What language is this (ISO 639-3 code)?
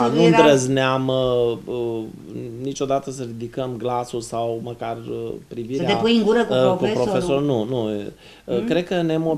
ron